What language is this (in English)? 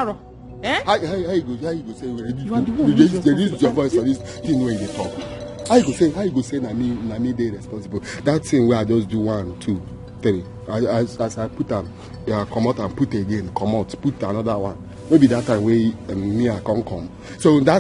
Nigerian Pidgin